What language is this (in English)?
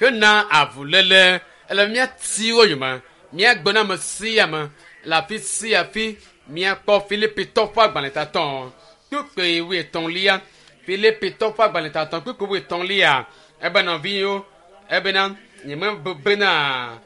Ewe